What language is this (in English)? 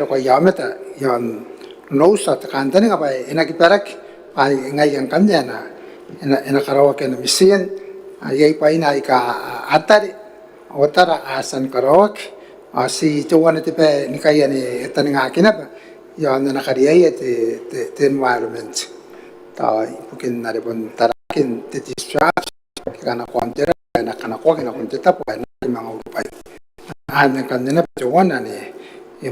Gilbertese